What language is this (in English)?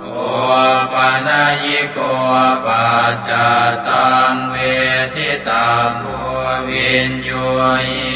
Pali